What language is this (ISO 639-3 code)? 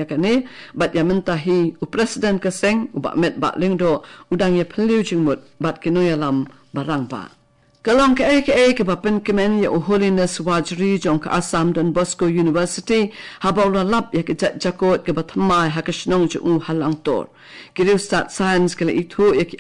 kha